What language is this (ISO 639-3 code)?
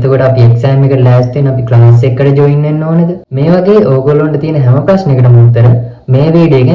sin